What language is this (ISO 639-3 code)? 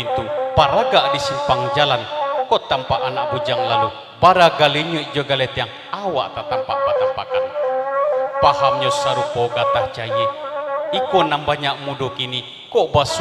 min